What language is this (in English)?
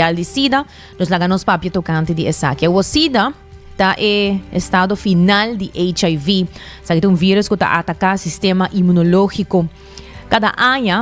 Papiamento